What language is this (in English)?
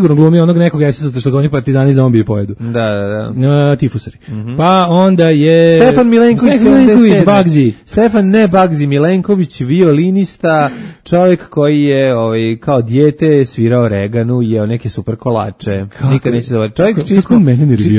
Serbian